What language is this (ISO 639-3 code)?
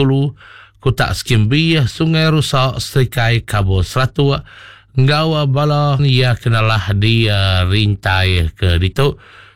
iba